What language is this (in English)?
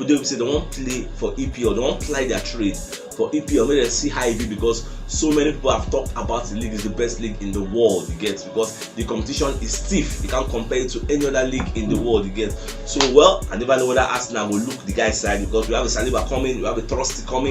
Nigerian Pidgin